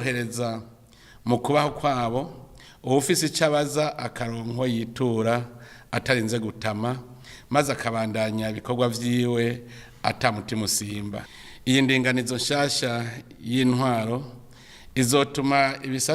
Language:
Rundi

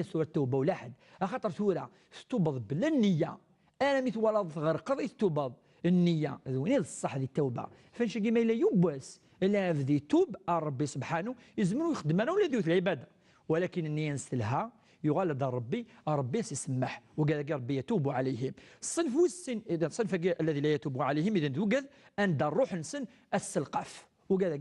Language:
Kabyle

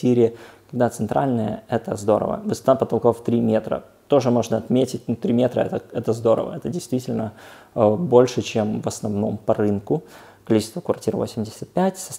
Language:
Russian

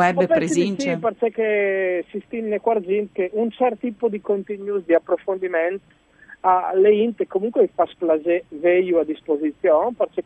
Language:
Friulian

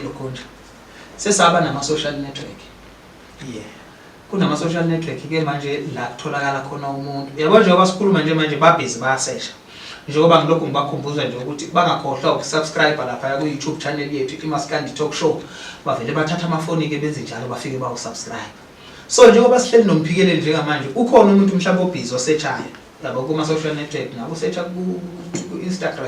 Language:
Zulu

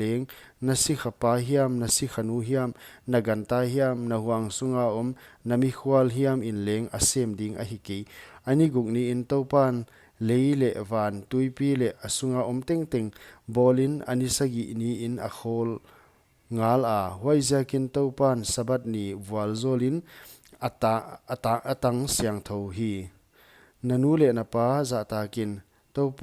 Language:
Paite Chin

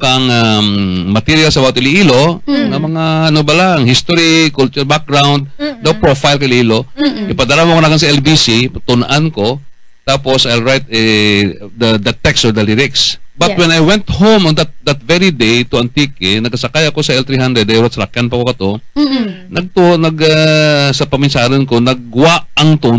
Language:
Hiligaynon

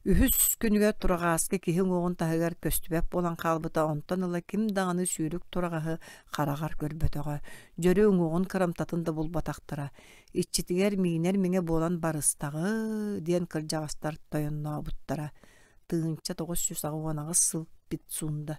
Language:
Yakut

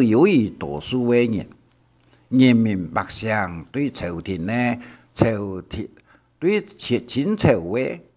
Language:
Hakka Chinese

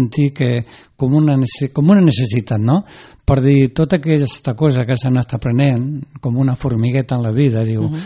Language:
Catalan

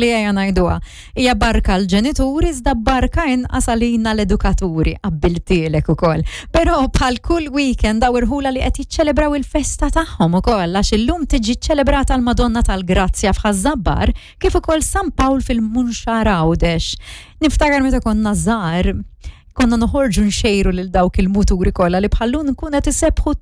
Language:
Maltese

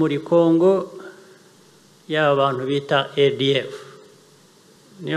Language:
Kinyarwanda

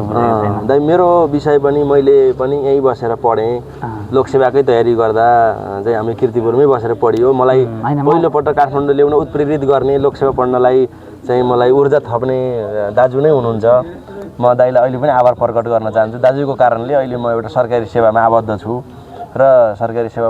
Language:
Nepali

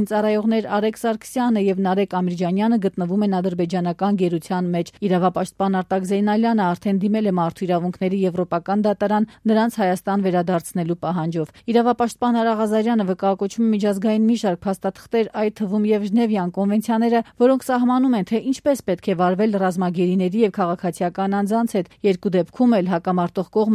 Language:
Armenian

